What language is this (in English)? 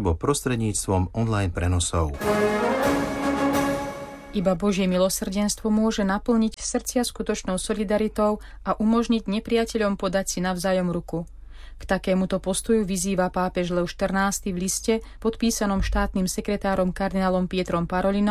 Slovak